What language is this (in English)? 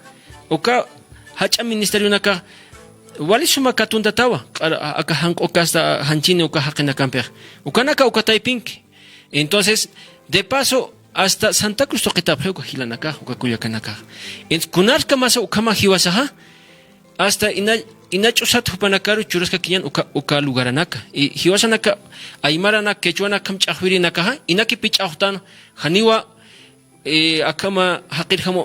Aymara